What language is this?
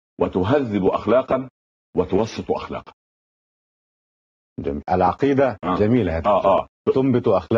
Arabic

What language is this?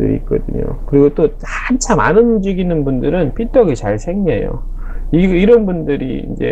Korean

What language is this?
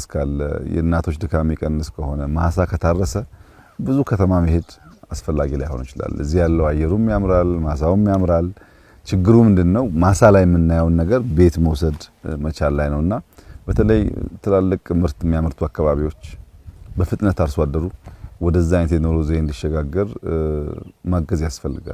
Amharic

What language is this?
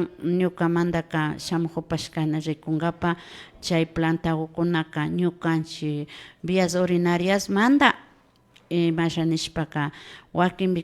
Imbabura Highland Quichua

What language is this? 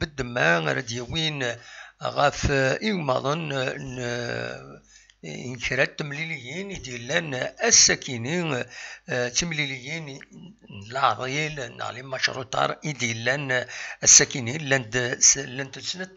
Kabyle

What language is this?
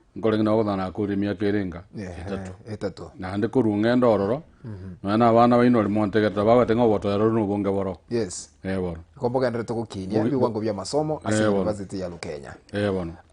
Gusii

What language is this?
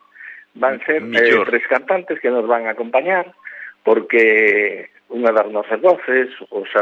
Galician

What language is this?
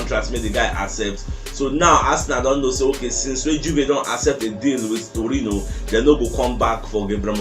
Nigerian Pidgin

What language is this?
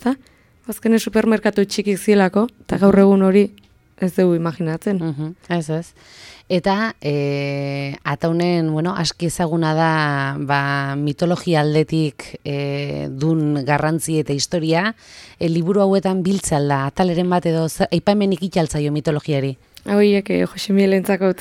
Basque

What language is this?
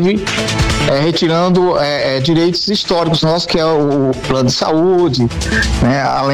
Portuguese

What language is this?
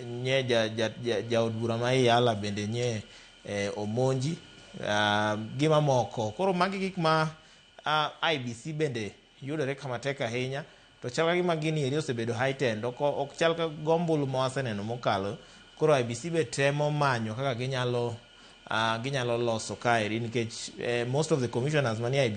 Luo (Kenya and Tanzania)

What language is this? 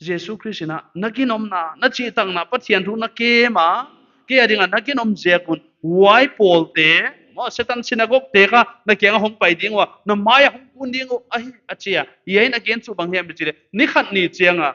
Paite Chin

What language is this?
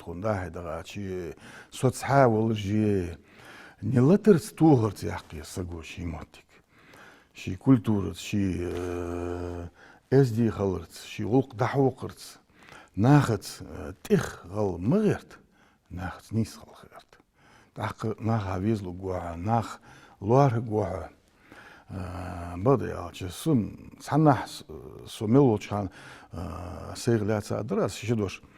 Ingush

